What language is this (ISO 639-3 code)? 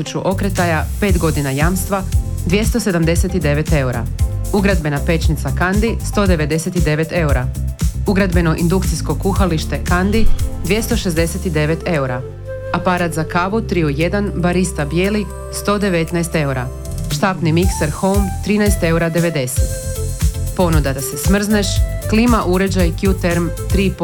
hrv